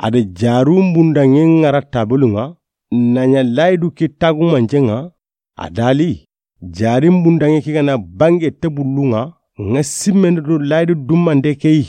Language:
Soninke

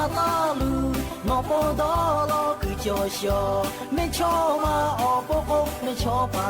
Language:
Lahu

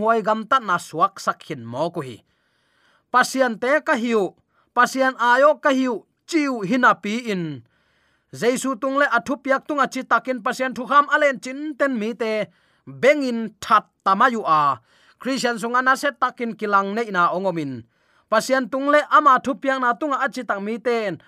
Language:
Tedim Chin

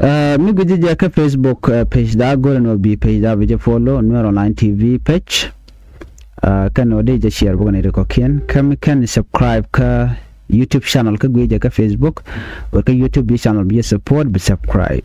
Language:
Nuer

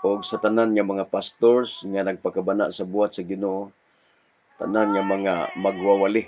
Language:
Cebuano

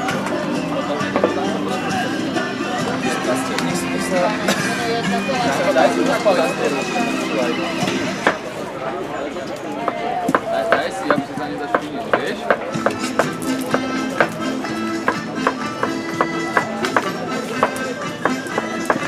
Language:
Slovak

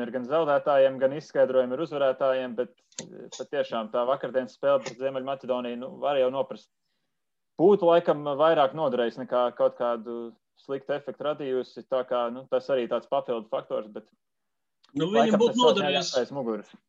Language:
Latvian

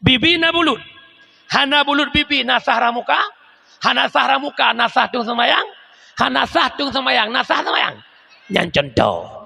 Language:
Achinese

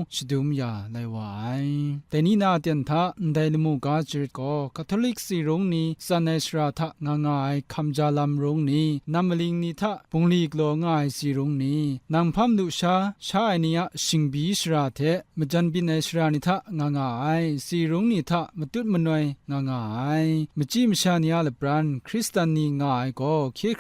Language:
Kachin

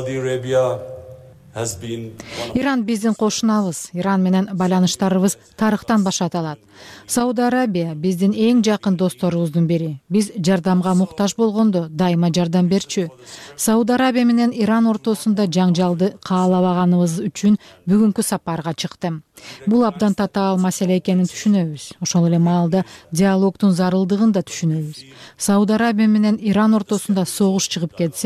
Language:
Kyrgyz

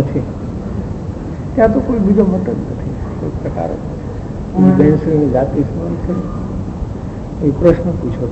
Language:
Gujarati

